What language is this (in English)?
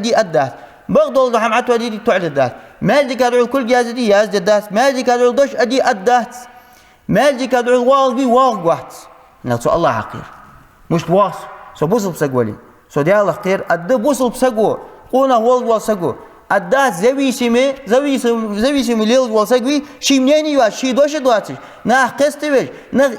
Ingush